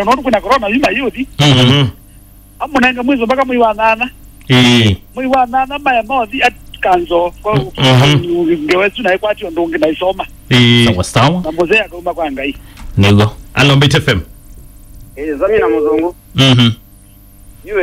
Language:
Kamba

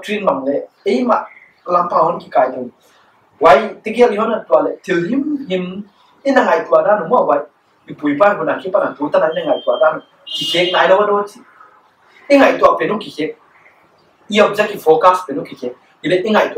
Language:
Paite Chin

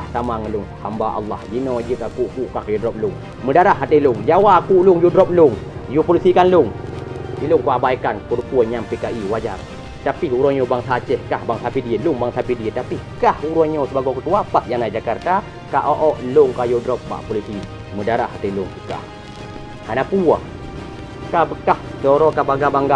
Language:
Achinese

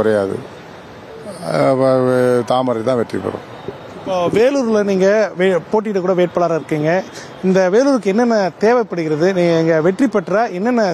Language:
Tamil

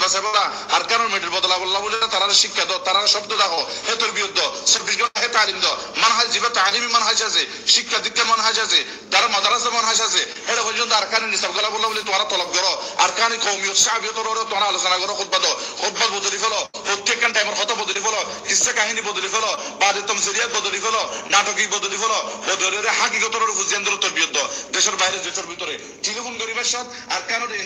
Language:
Rohingya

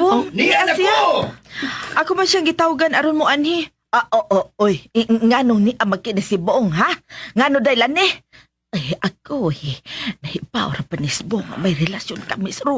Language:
Cebuano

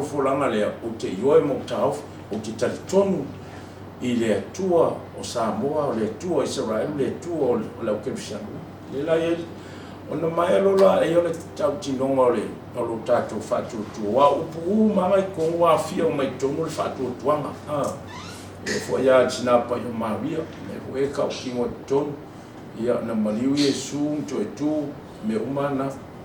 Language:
Samoan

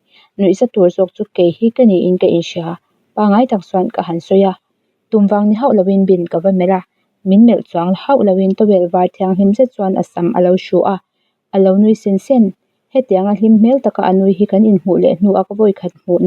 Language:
Mizo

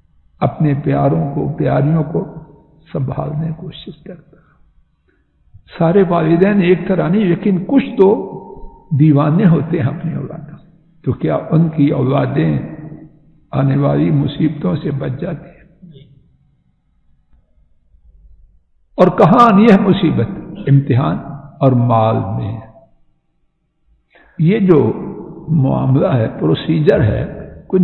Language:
Urdu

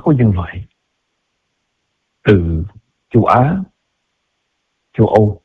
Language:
Vietnamese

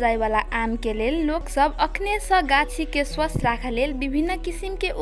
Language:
Maithili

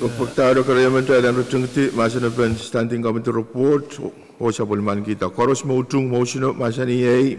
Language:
Pohnpeian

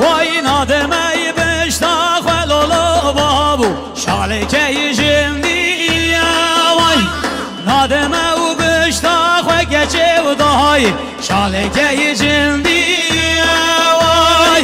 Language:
Kurdish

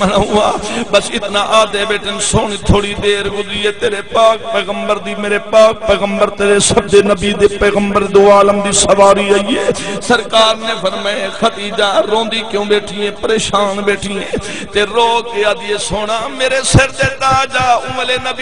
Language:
Saraiki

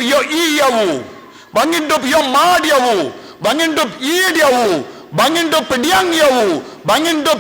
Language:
Khasi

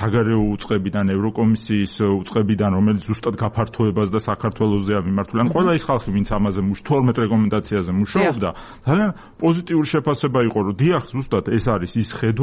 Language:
Georgian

